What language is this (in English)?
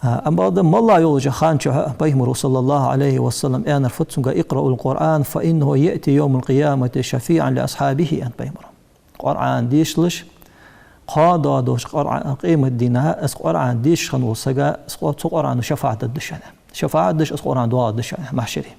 Ingush